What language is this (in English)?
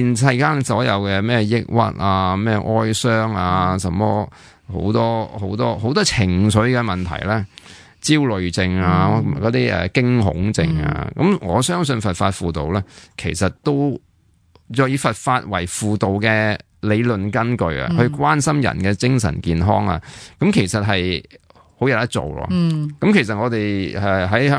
Cantonese